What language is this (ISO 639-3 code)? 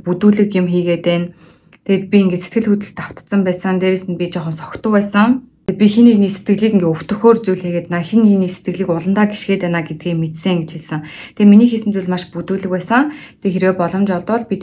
mon